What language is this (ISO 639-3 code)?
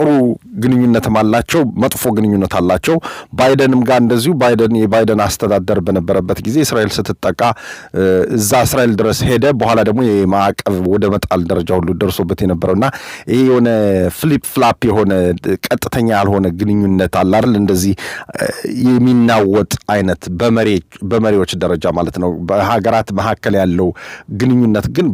amh